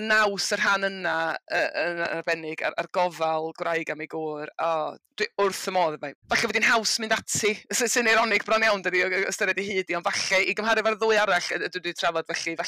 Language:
Welsh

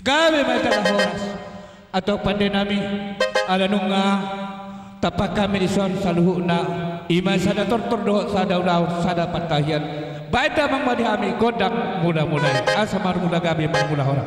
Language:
Batak Toba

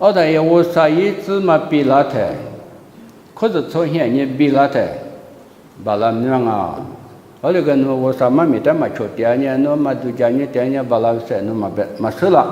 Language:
Lisu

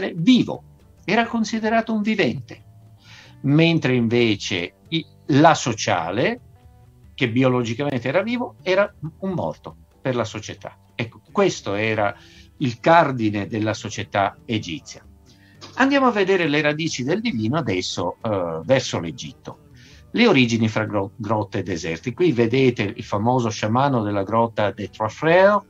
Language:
Italian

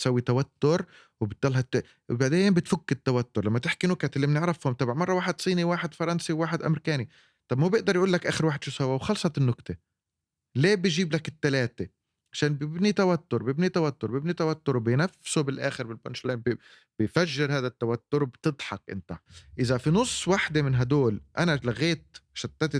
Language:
North Levantine Arabic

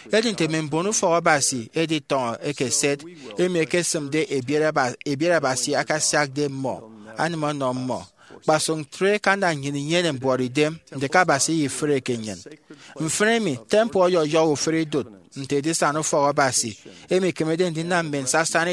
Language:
Efik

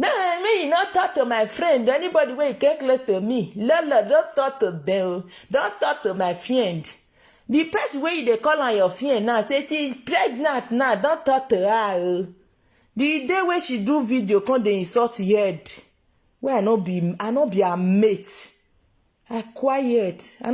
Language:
Nigerian Pidgin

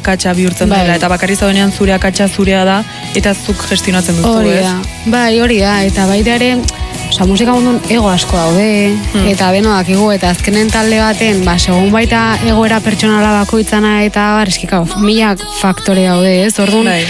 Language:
Basque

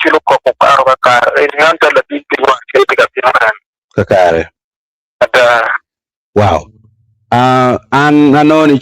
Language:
Acoli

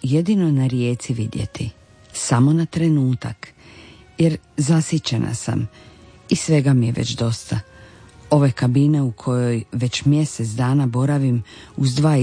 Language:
Croatian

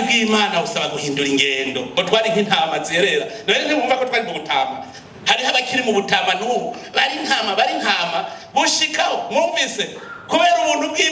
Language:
Rundi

